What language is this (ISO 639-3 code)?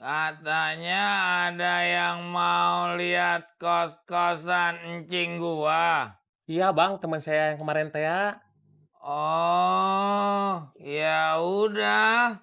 bew